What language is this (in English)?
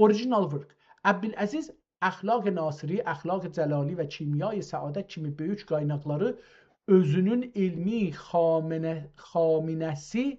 South Azerbaijani